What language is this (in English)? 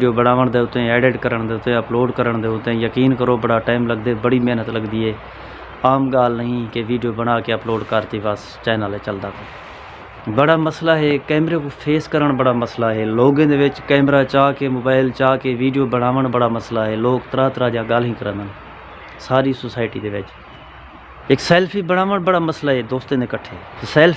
Saraiki